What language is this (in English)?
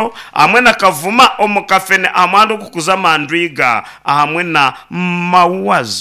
Nyankole